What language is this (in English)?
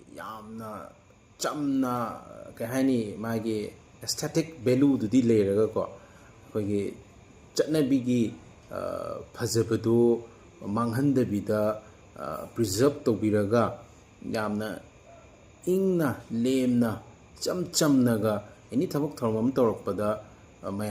Manipuri